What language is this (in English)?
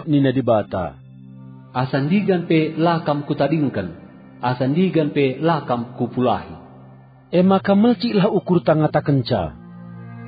Batak Karo